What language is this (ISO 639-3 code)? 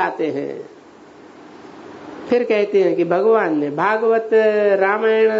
hin